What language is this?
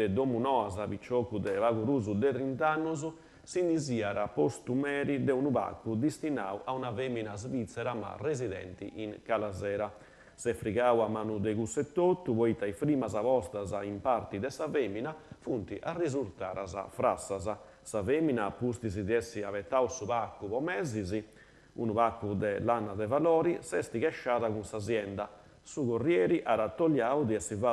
Sardinian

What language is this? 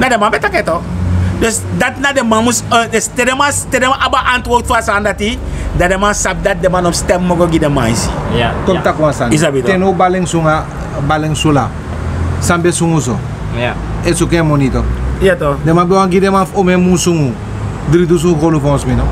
Sranan Tongo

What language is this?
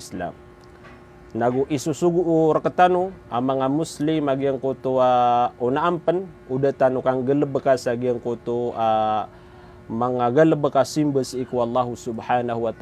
Maranao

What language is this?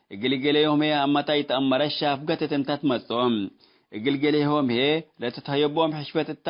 Tigre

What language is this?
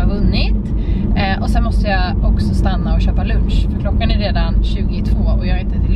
Swedish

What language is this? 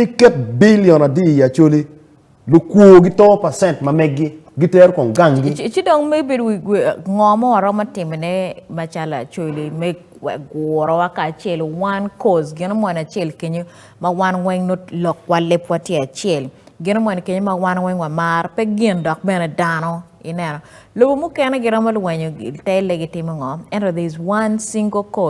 Acoli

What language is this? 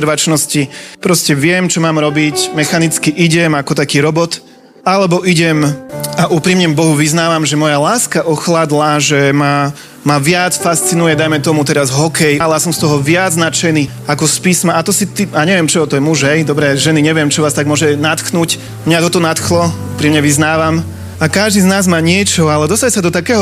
Slovak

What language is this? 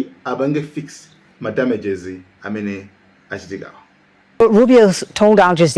Nyanja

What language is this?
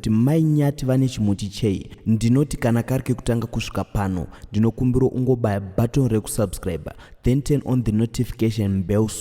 Shona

